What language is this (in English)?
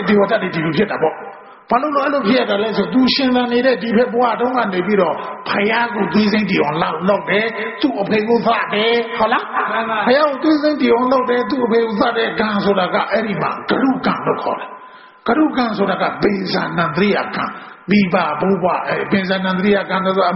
Burmese